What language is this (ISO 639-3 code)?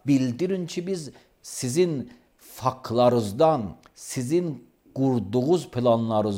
aze